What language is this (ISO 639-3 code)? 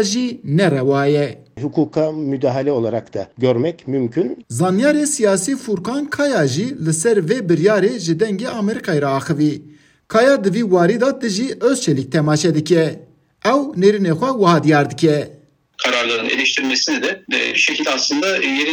kur